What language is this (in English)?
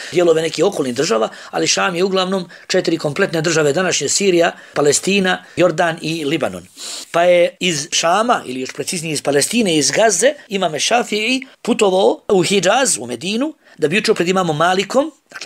Bosnian